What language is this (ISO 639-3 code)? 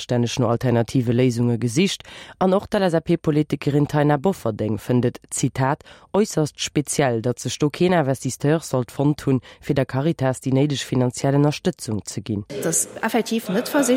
ltz